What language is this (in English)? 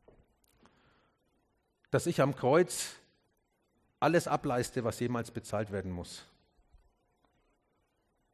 German